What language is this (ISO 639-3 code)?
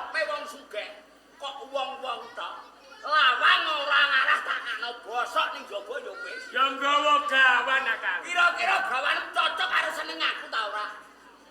jav